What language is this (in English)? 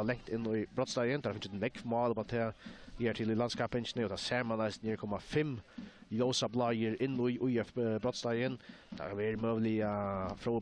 Faroese